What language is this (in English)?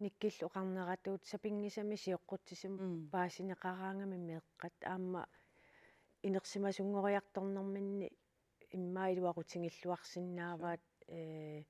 Kalaallisut